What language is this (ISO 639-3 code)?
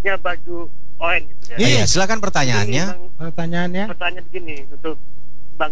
ind